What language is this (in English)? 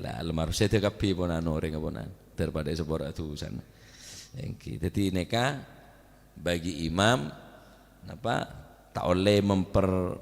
Madurese